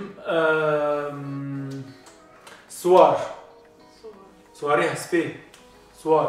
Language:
Kurdish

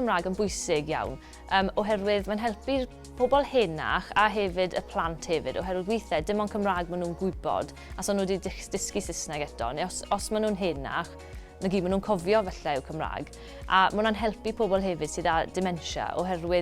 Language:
Welsh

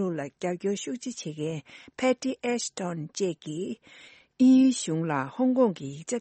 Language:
Tibetan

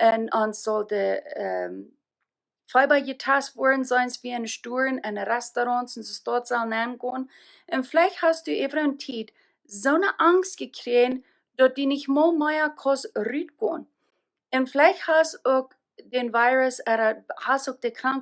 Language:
Plautdietsch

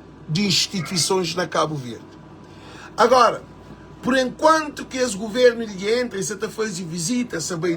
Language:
Kabuverdianu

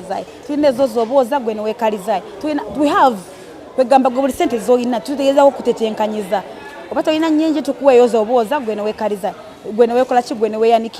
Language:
Ganda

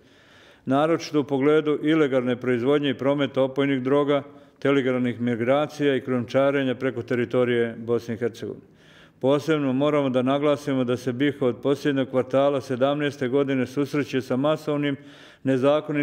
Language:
Bosnian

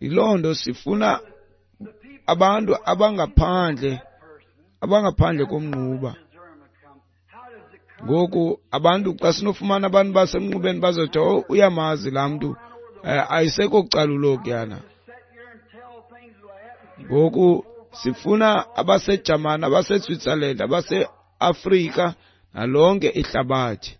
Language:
Xhosa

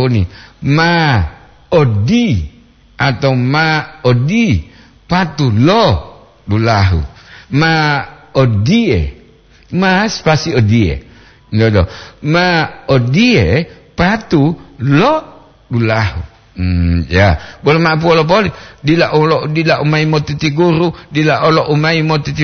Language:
Gorontalo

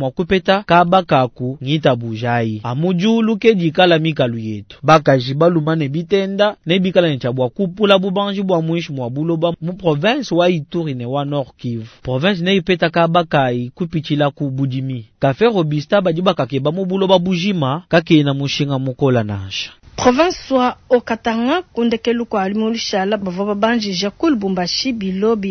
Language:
Luba-Lulua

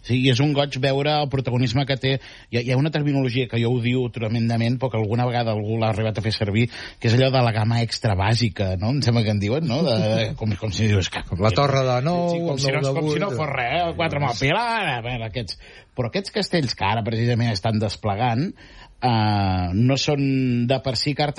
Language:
Catalan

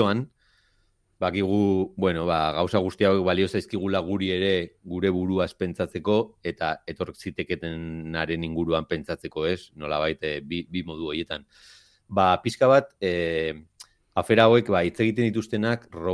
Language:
Basque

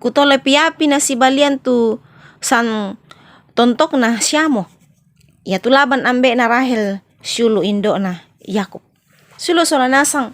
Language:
Toraja-Sa'dan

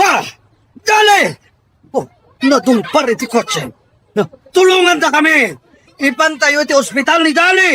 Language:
Iloko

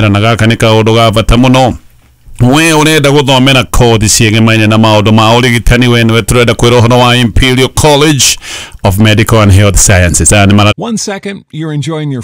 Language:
Kikuyu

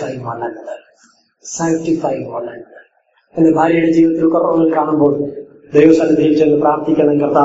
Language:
Malayalam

